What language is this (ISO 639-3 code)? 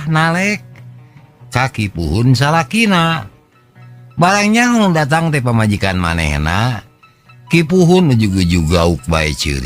sun